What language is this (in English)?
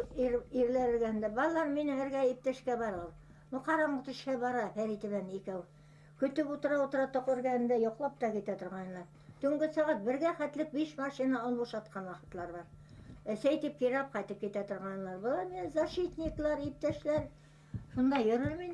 Bashkir